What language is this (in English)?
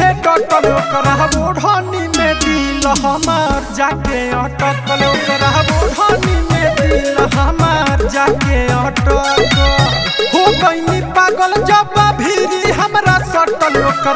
Bhojpuri